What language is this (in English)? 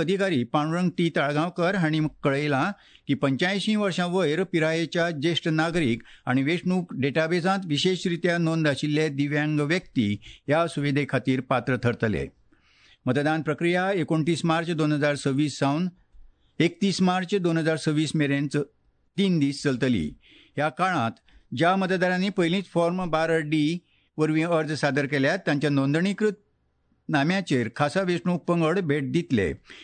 Konkani